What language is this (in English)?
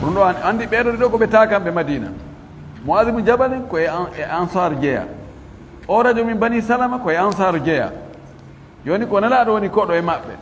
Fula